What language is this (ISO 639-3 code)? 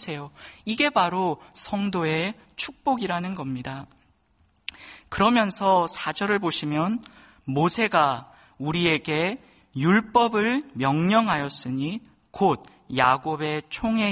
kor